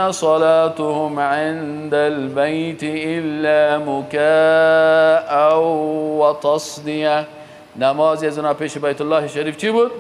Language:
Persian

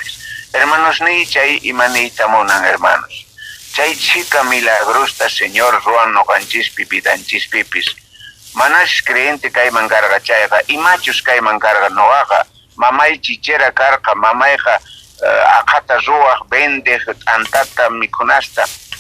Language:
South Bolivian Quechua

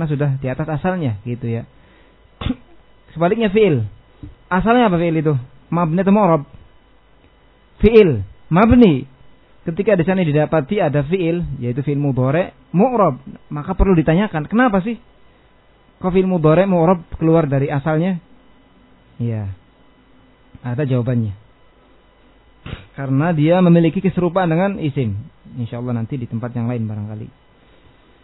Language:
Indonesian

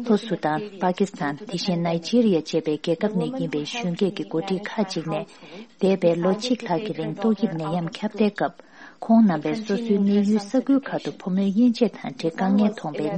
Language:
Tibetan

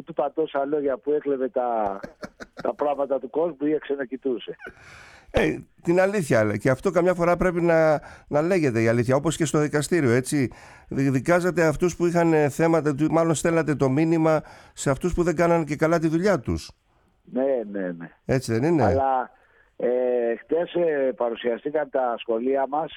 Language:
Greek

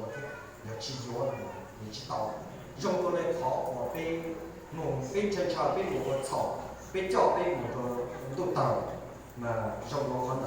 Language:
Hmong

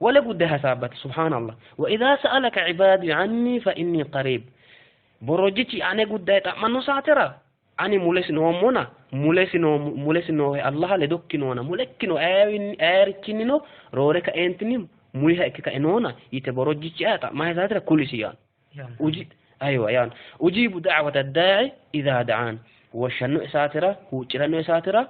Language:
Sidamo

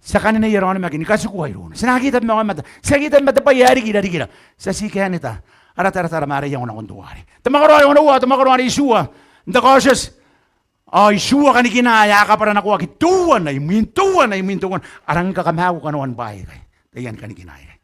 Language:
Gilbertese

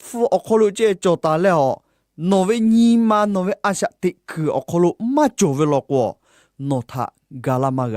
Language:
Lahu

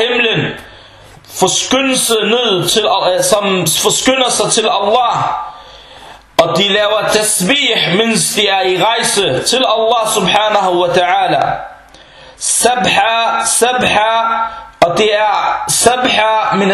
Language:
Danish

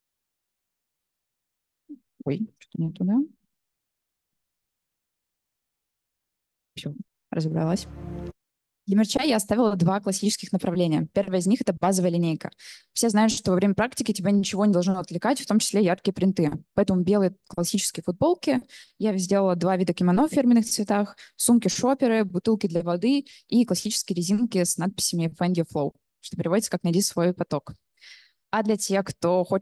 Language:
Russian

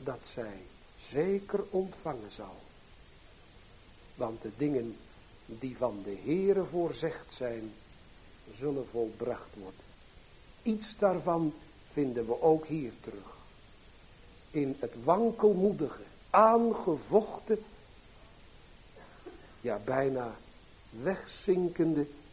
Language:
Dutch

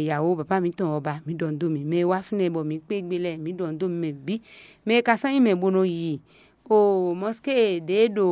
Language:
Fon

